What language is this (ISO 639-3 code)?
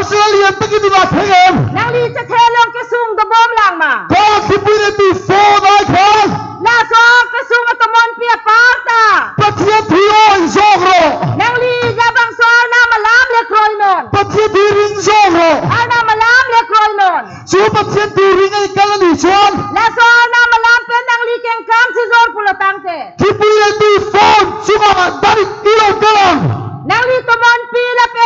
mjw